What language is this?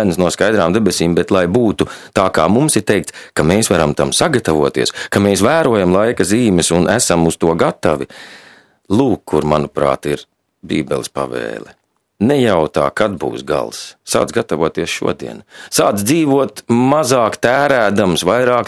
Latvian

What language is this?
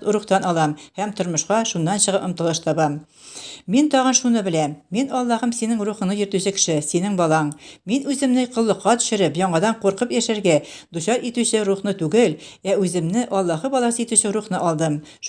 Tatar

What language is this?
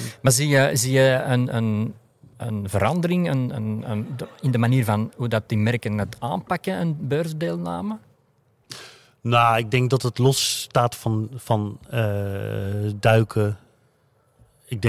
Dutch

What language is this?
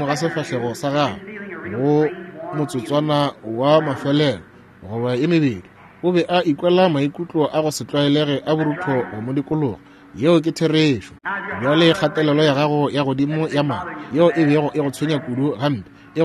Northern Sotho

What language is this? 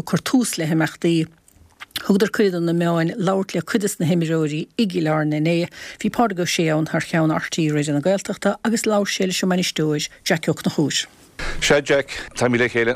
Irish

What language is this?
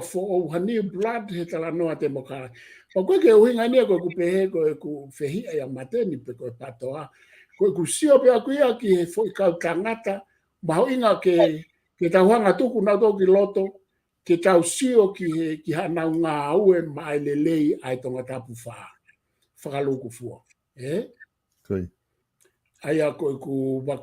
Tongan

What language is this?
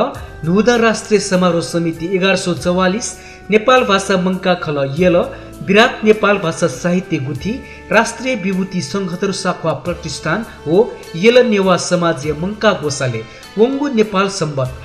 Newari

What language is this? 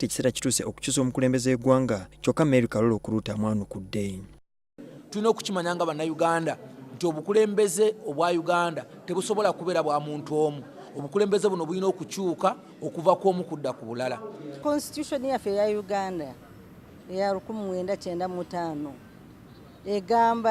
Ganda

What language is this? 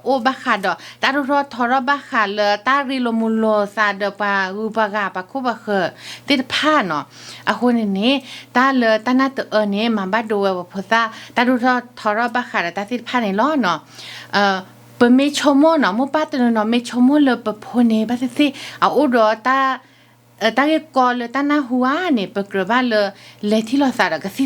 S'gaw Karen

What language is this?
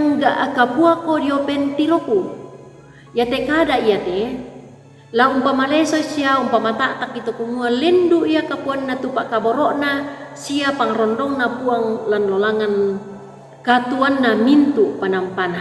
Toraja-Sa'dan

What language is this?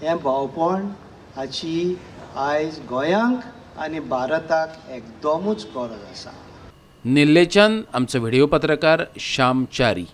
Konkani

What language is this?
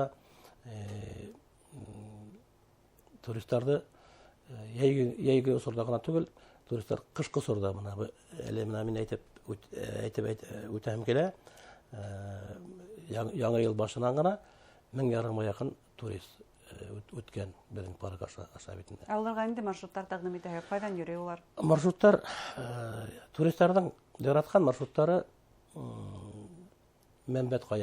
Bashkir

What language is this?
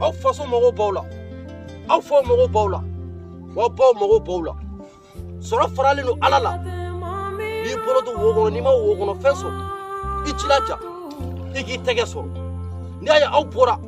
Bambara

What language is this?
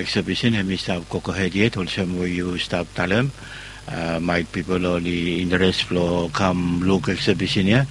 Bislama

